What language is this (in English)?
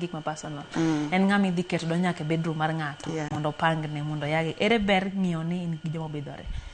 Luo (Kenya and Tanzania)